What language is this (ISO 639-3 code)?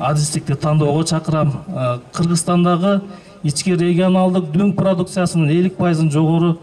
kir